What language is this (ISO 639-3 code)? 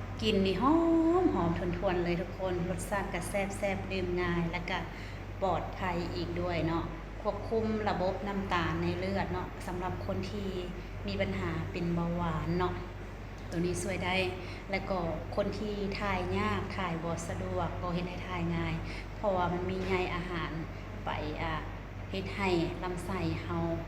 lao